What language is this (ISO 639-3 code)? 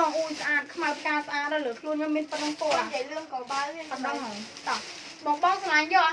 khm